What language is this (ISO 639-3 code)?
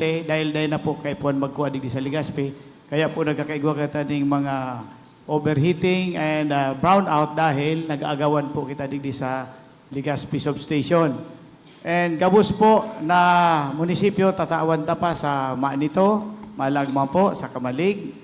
bik